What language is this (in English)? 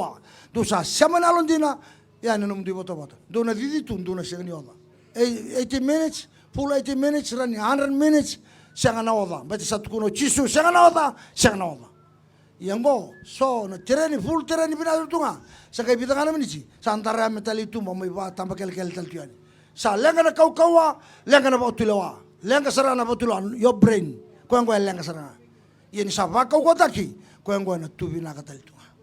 Fijian